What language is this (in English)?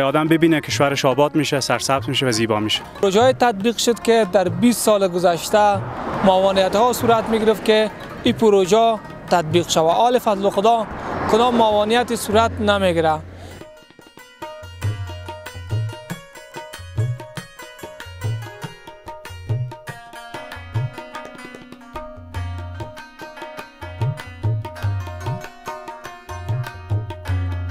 Persian